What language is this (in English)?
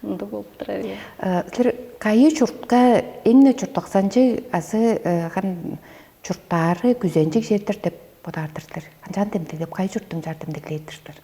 Tuvinian